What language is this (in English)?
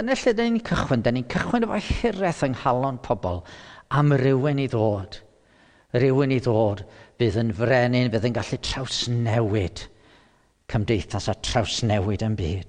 Welsh